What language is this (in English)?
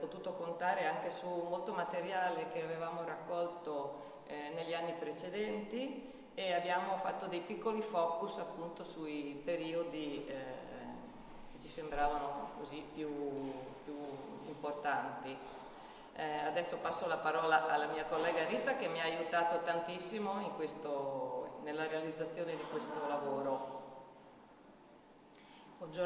Italian